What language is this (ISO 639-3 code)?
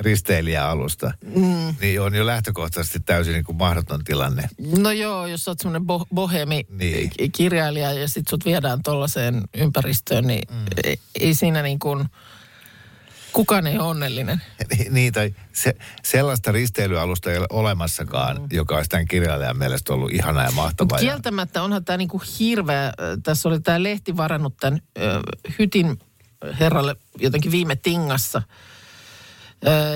fin